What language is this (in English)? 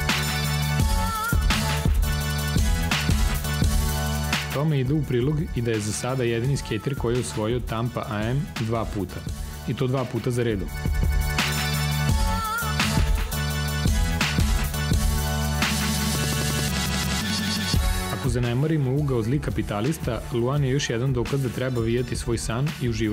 Serbian